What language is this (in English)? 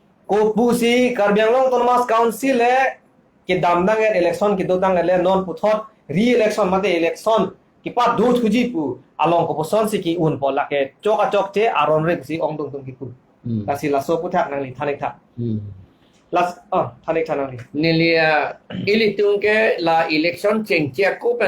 Karbi